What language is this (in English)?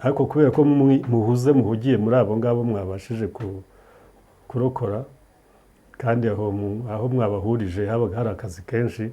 Kinyarwanda